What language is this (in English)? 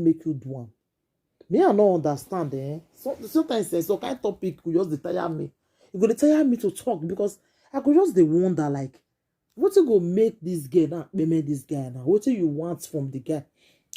Nigerian Pidgin